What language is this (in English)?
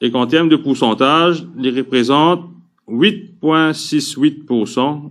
Morisyen